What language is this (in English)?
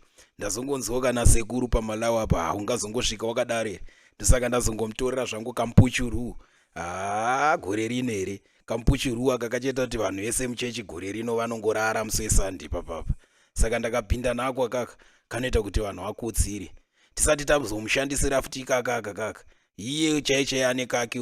Shona